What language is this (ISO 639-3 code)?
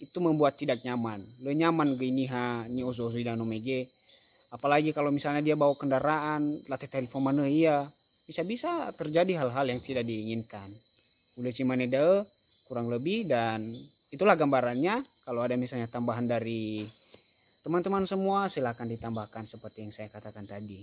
nia